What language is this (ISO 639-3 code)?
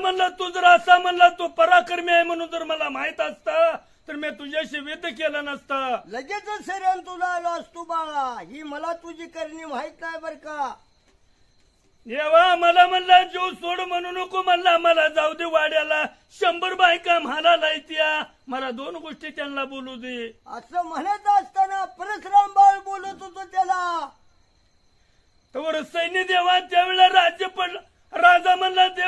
mar